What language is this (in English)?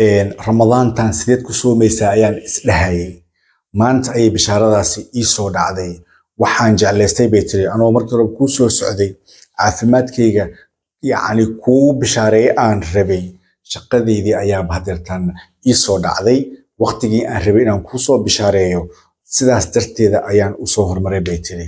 Somali